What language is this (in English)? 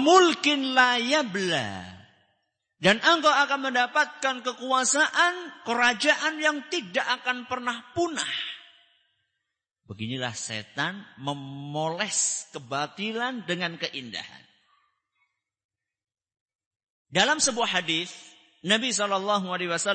Indonesian